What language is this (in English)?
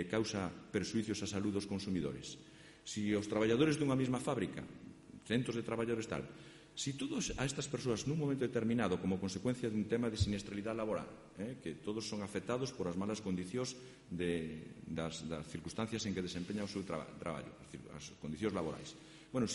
Galician